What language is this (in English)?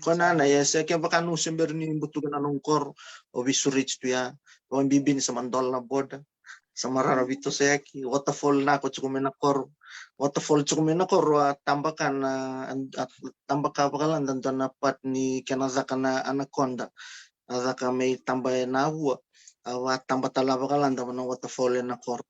Fijian